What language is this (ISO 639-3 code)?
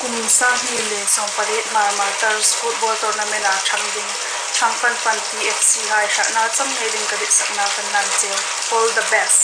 hmr